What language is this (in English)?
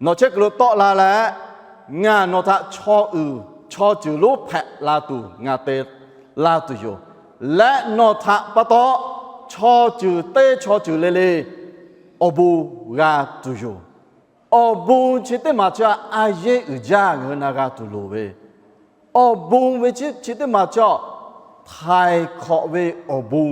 Lahu